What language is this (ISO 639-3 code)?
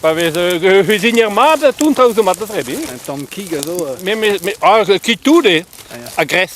bre